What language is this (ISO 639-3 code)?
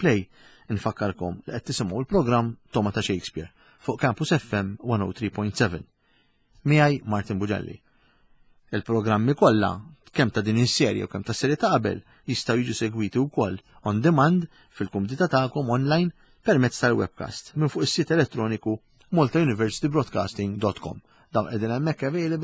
mlt